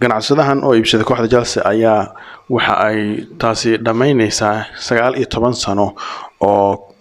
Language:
Somali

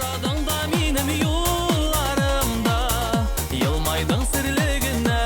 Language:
Tatar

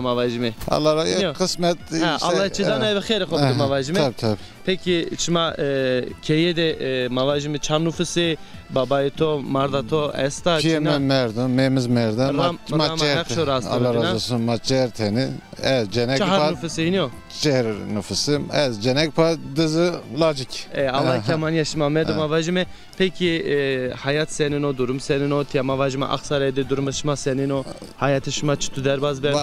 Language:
Zaza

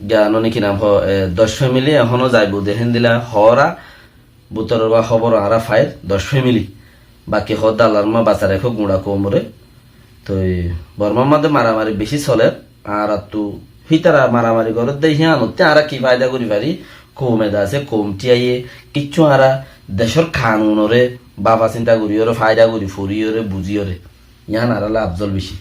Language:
Rohingya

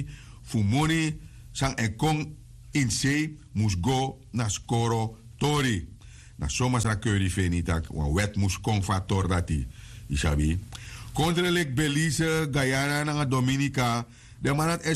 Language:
Sranan Tongo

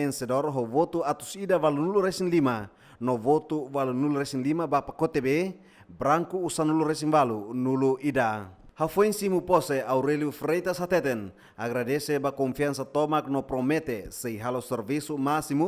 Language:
Tetum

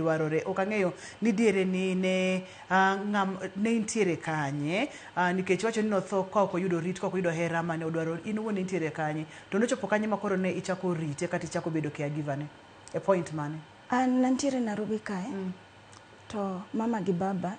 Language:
Luo (Kenya and Tanzania)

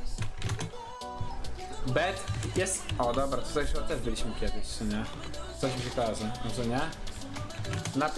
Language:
Polish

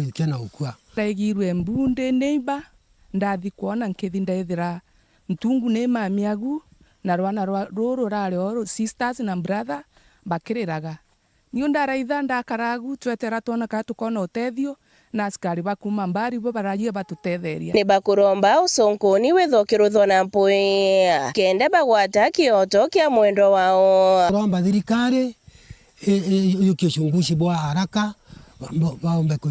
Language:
Meru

